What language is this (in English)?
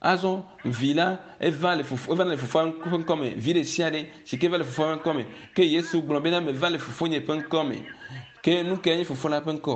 Ewe